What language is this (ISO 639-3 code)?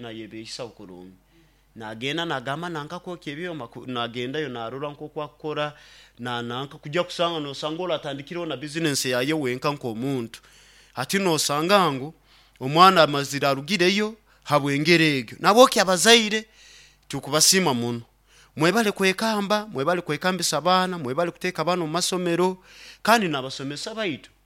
nyo